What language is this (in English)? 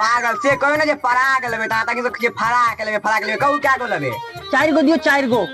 Maithili